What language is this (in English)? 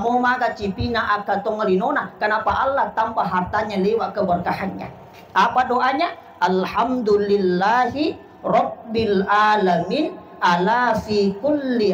Buginese